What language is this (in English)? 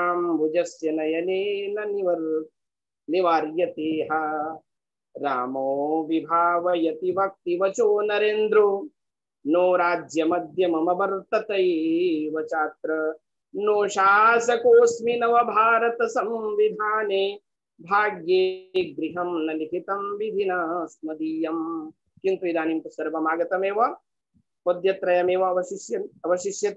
Sanskrit